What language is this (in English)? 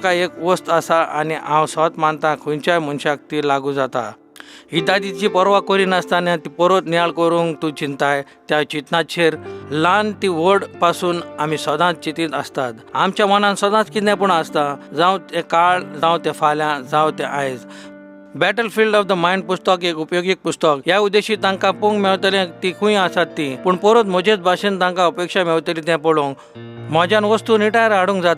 Konkani